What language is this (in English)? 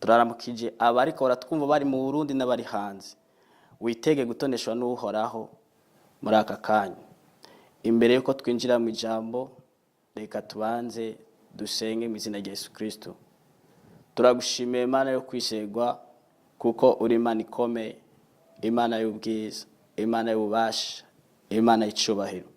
Rundi